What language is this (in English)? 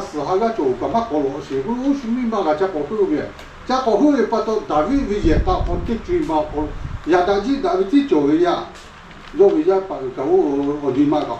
Lahu